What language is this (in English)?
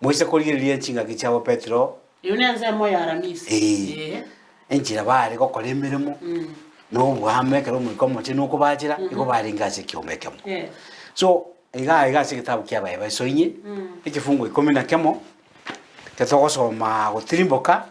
Gusii